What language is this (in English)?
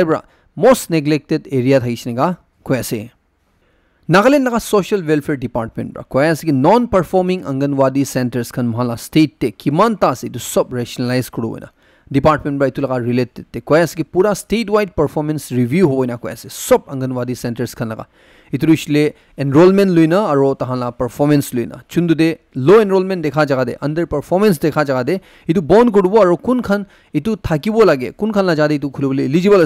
Naga Pidgin